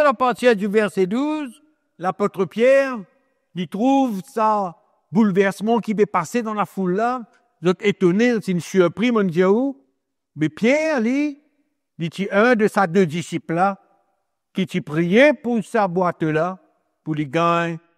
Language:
Morisyen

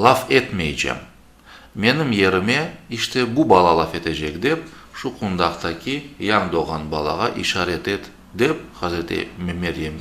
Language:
Crimean Tatar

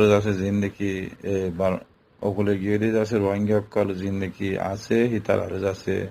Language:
Rohingya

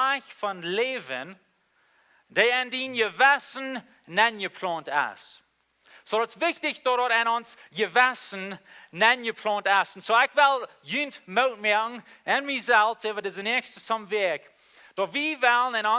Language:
Plautdietsch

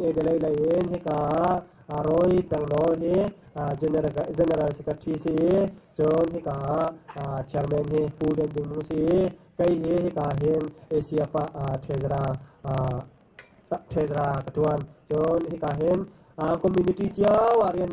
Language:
Hakha Chin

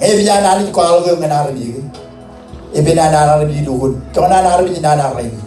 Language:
Marshallese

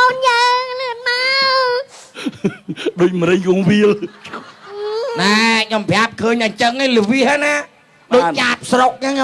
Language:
Khmer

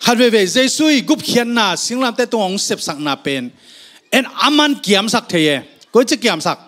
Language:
Tedim Chin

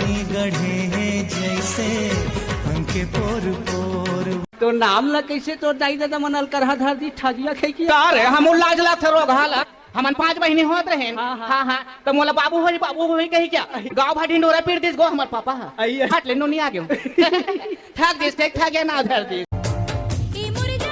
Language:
Chhattisgarhi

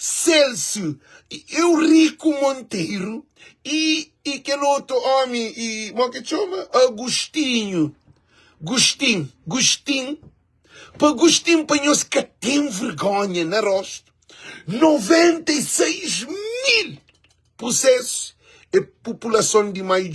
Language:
Kabuverdianu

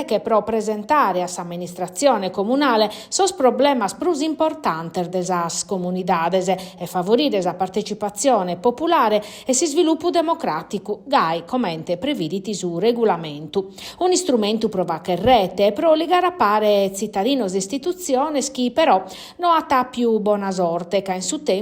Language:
Sardinian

